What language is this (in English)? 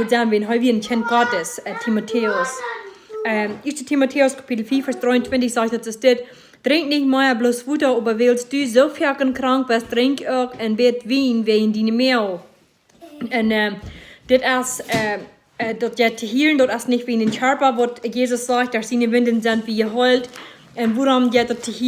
Plautdietsch